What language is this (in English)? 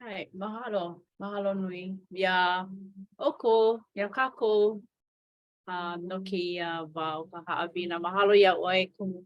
Hawaiian